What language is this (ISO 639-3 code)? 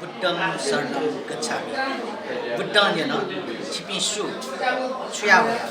new